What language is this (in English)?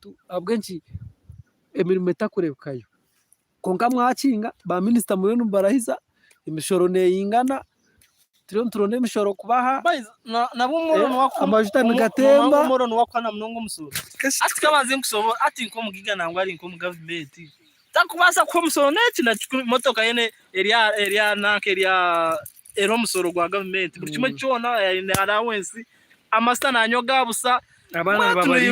Nyankole